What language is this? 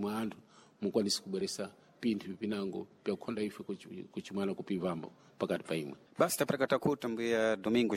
Sena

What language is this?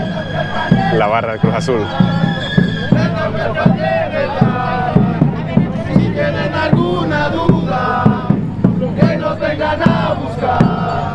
Spanish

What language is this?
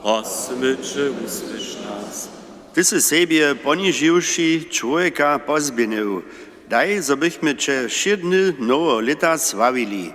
Upper Sorbian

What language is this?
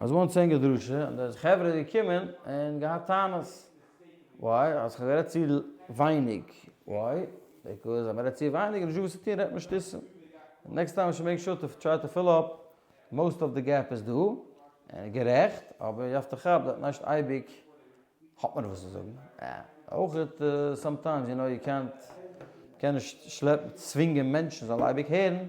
Yiddish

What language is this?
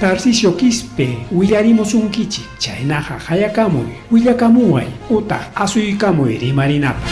Ayacucho Quechua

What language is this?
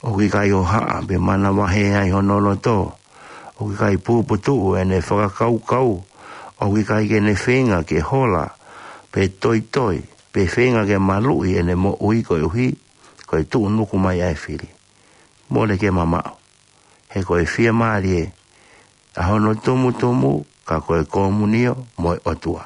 Tongan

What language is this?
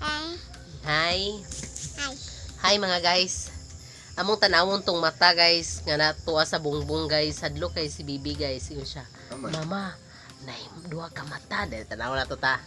Cebuano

